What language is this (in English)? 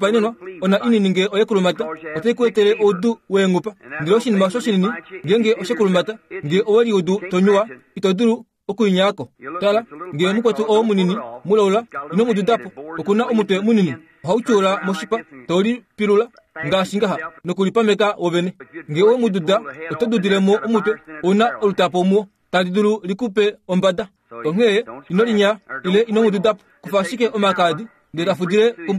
Kuanyama